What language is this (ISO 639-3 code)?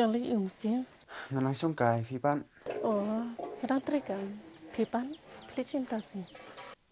kha